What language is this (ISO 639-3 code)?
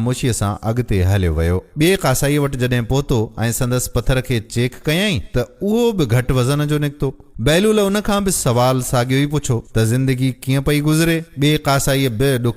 snd